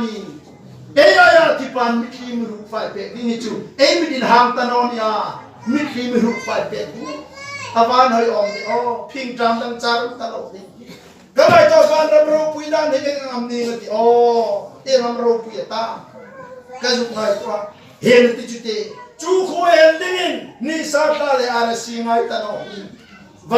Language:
Hmar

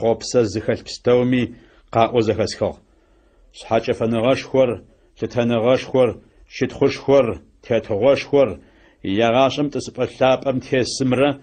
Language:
Adyghe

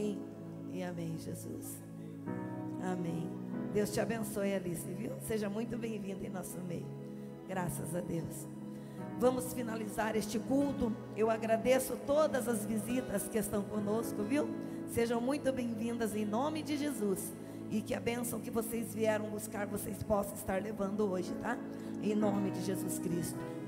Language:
Portuguese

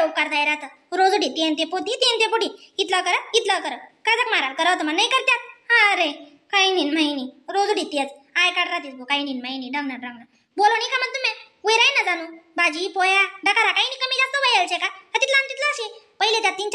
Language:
Khandesi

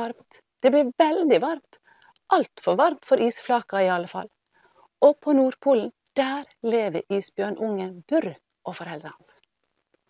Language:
Norwegian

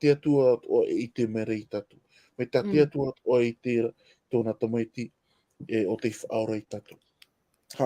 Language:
Tahitian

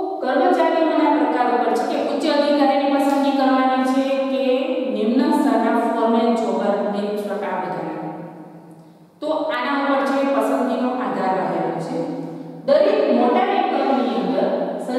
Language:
Gujarati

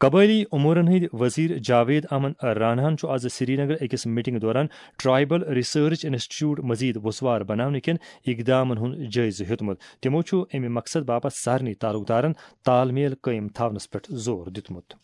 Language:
Kashmiri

